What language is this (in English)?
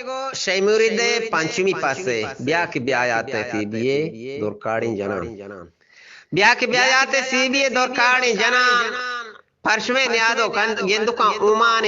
Eastern Balochi